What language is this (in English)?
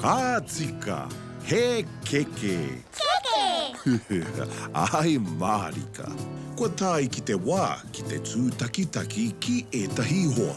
Māori